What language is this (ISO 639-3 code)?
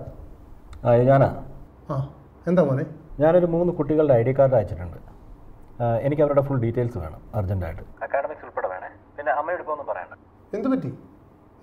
mal